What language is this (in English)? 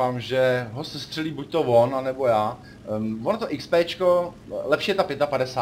Czech